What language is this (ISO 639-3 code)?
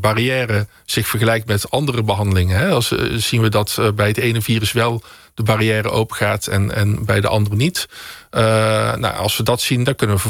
nld